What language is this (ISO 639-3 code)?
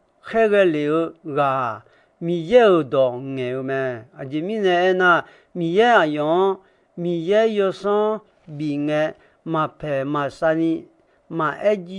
ahk